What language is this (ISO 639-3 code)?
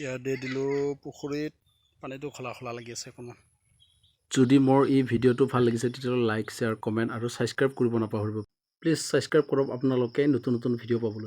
asm